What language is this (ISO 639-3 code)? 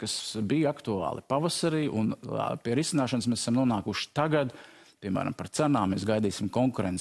lav